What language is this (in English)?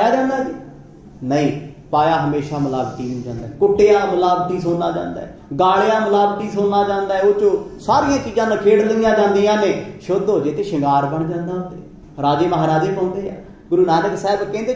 Punjabi